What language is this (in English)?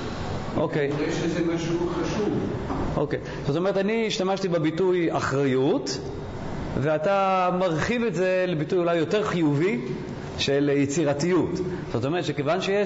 Hebrew